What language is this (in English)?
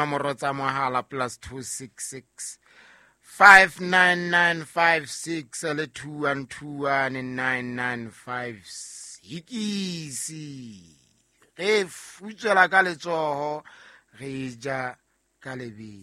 Southern Sotho